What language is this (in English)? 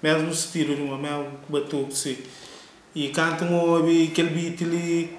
Kabuverdianu